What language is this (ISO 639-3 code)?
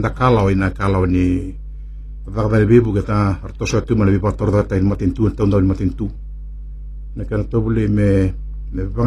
fij